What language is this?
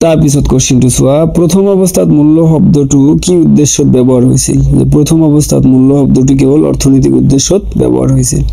Assamese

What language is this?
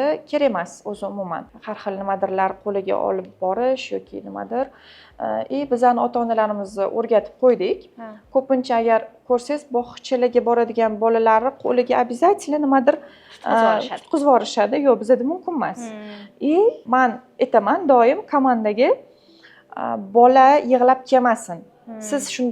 Uzbek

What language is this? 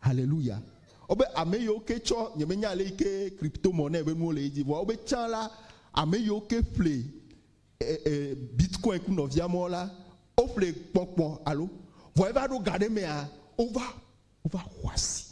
Ewe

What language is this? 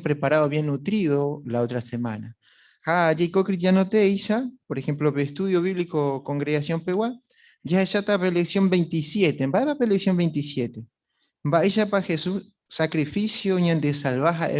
Guarani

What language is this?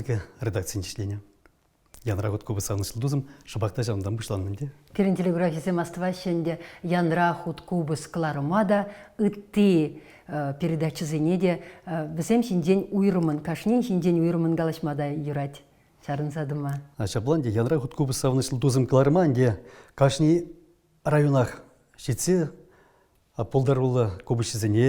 Chuvash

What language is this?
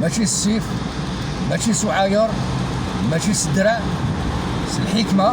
Kabyle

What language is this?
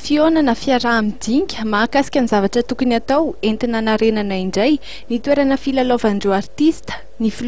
Malagasy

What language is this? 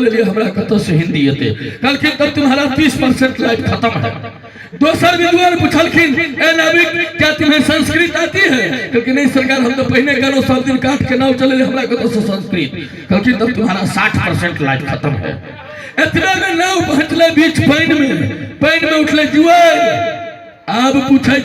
Maithili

